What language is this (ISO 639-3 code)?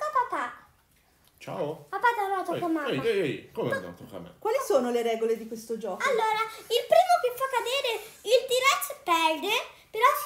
ita